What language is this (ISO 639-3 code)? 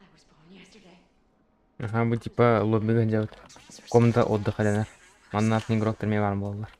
sah